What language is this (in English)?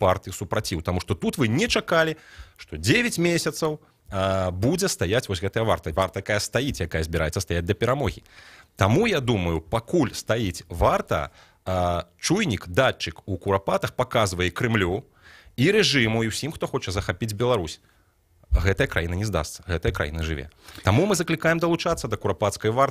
Belarusian